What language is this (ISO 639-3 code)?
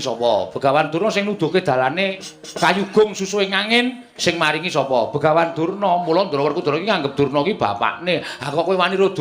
jav